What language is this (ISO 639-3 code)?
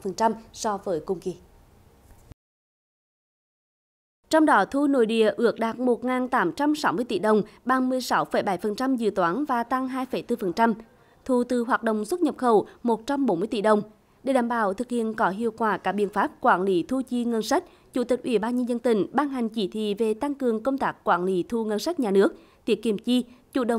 vie